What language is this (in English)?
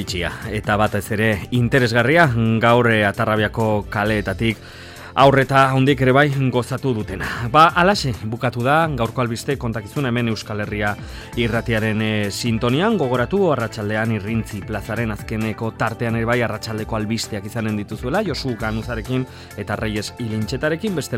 Basque